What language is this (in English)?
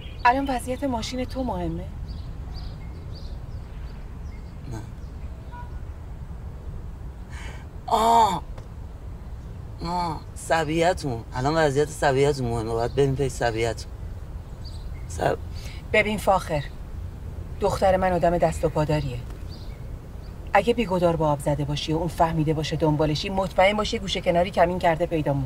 Persian